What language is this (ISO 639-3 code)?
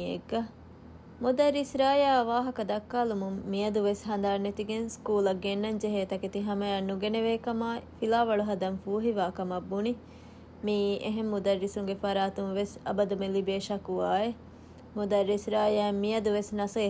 div